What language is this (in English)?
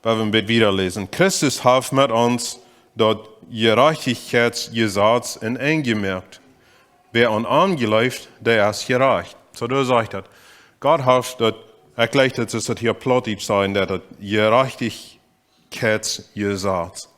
Plautdietsch